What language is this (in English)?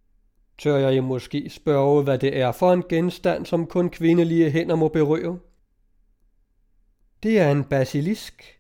Danish